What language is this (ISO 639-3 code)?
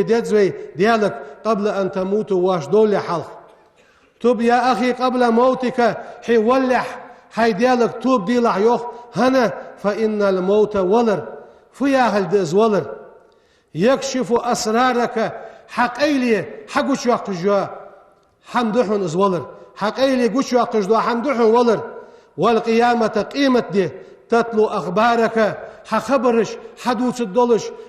inh